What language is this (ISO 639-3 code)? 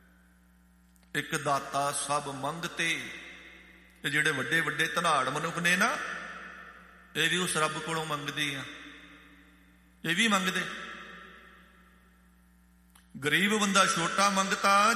pan